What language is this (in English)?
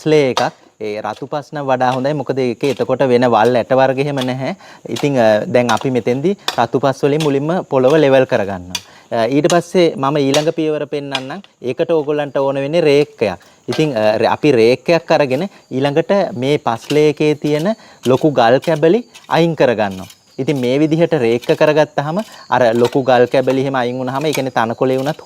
Sinhala